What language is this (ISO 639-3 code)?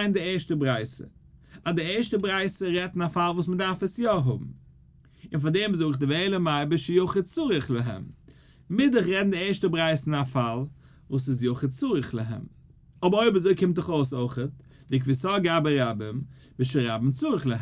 yid